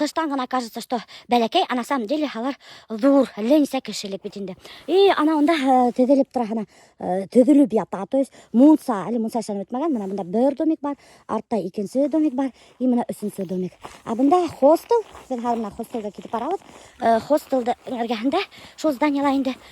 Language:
Bashkir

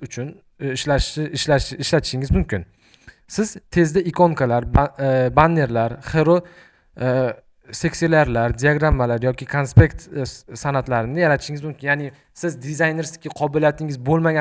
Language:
Uzbek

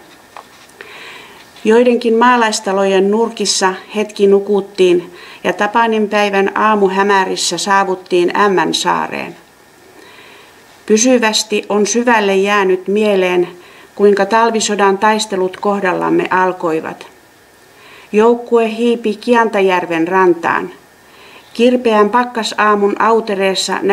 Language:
Finnish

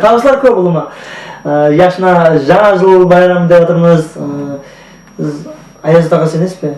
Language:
Kara-Kalpak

